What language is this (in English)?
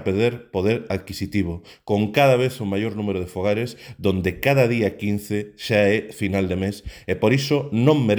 Galician